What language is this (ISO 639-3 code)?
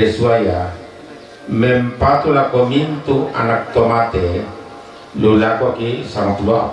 sda